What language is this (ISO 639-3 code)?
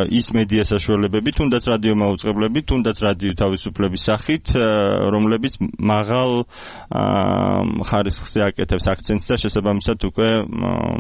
kat